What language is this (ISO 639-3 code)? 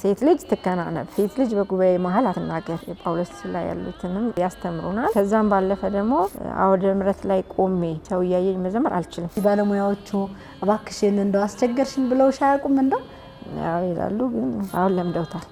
amh